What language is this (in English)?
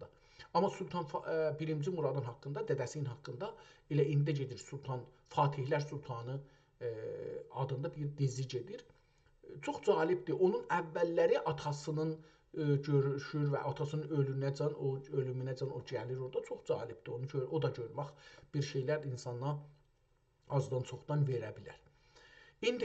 South Azerbaijani